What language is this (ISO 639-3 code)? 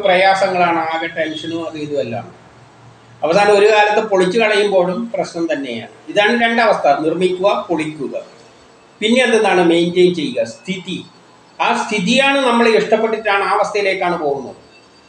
mal